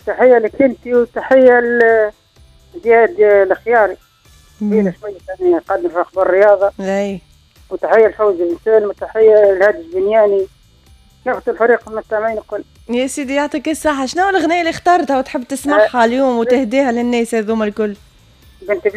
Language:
Tunisian Arabic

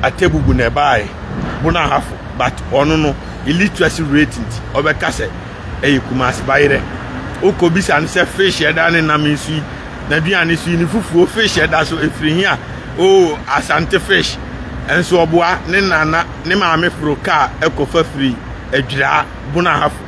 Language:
Akan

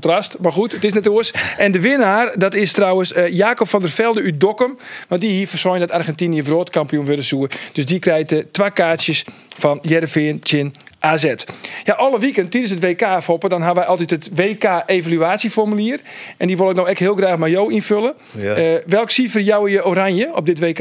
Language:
Western Frisian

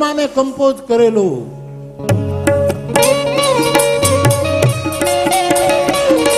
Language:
Gujarati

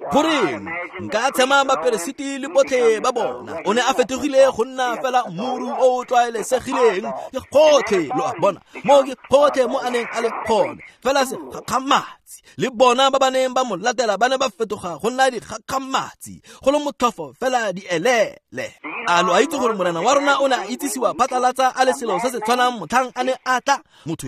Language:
Tswana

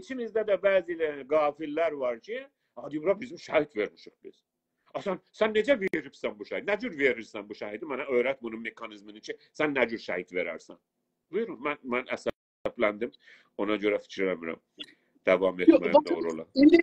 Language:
South Azerbaijani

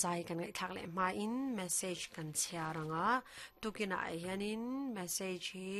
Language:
Mizo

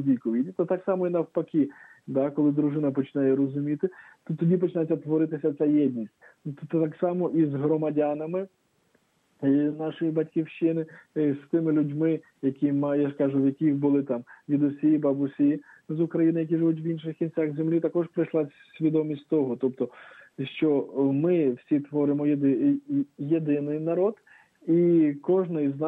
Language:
Ukrainian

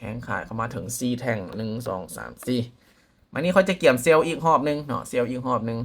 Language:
Lao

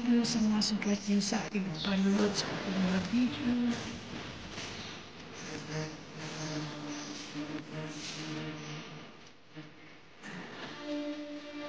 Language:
Filipino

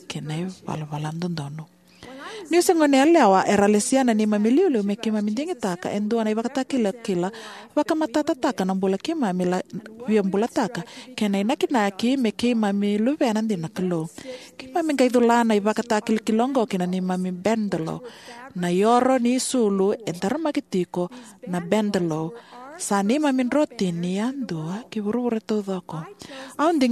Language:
Fijian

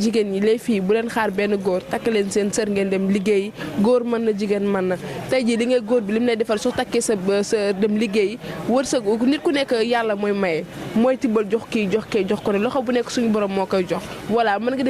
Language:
Wolof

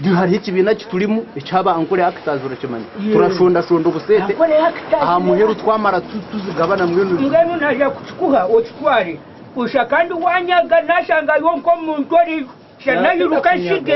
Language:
Nyankole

